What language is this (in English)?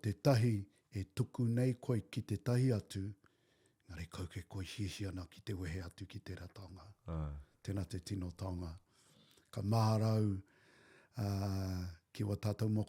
Māori